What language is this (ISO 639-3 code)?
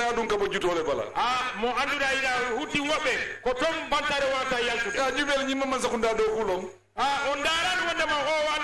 ful